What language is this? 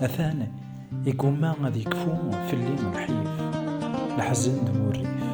Kabyle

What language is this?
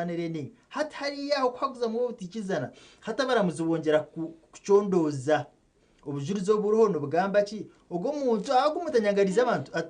Nyankole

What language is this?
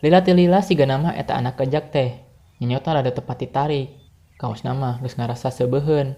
Sundanese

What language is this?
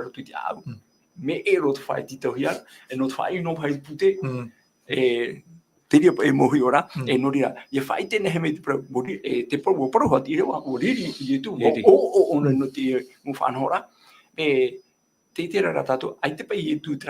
Tahitian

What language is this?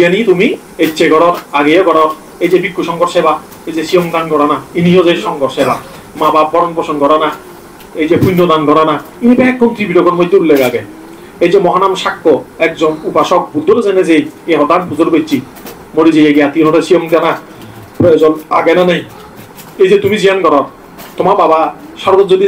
Chakma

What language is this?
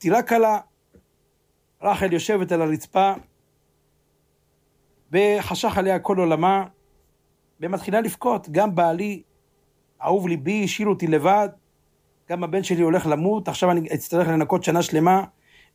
Hebrew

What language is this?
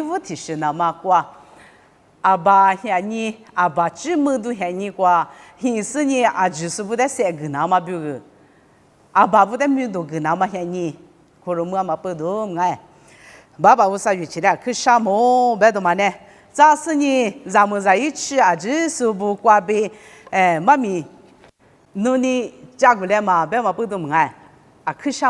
Lisu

